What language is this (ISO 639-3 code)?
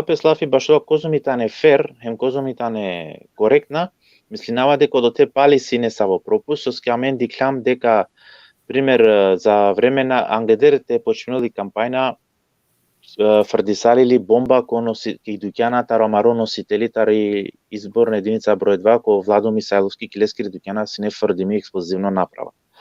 rmn